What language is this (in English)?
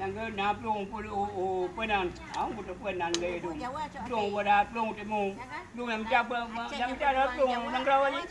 Achinese